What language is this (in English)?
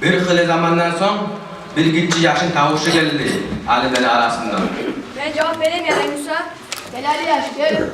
Kumyk